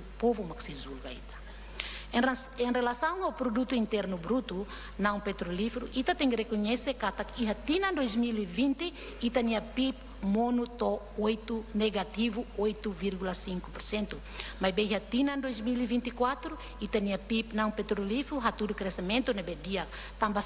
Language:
Tetum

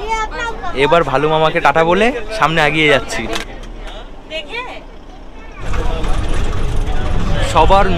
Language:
Bangla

